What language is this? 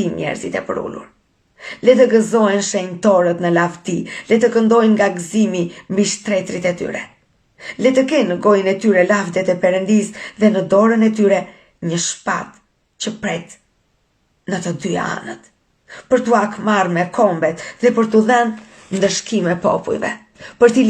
Albanian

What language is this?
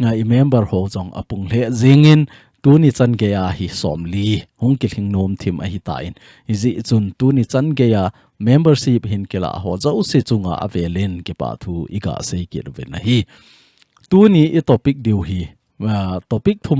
Thado Chin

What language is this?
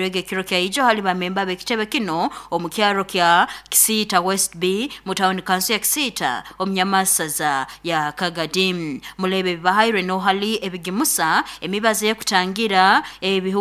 Nyoro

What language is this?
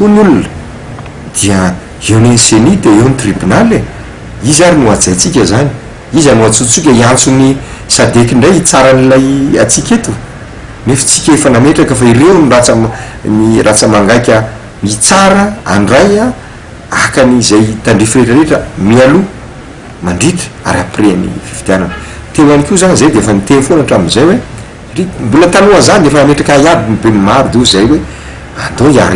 Malagasy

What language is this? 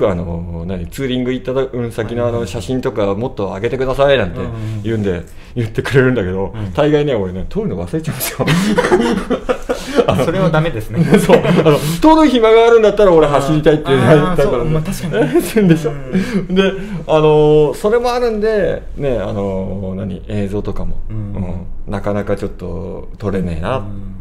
Japanese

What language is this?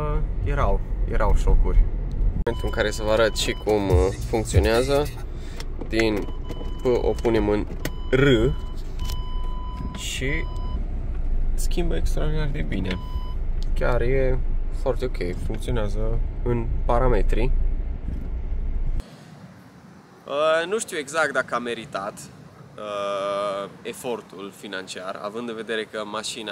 Romanian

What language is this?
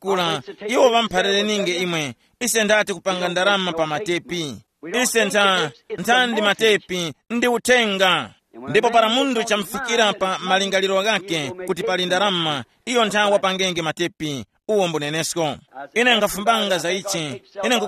Tumbuka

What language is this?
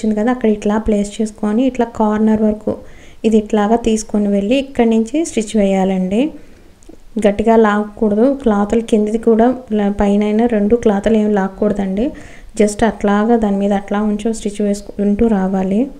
Telugu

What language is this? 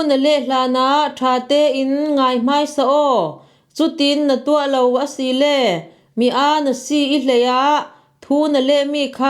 Falam Chin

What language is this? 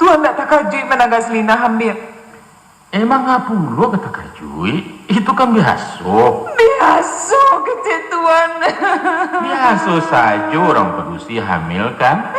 Minangkabau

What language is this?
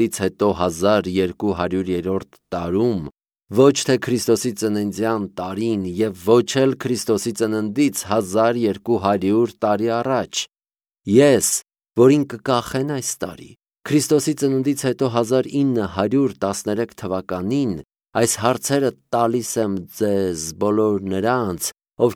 Armenian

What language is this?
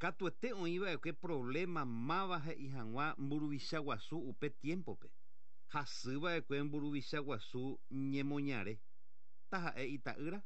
Guarani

